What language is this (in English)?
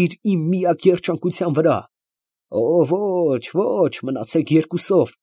Armenian